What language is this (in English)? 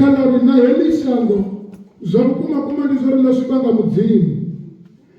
Venda